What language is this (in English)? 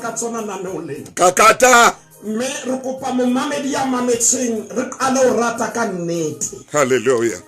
Southern Sotho